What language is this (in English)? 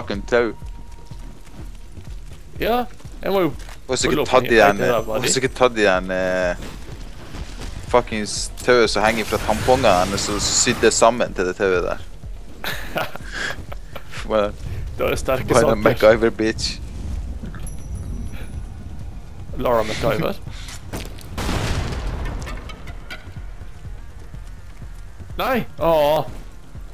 Norwegian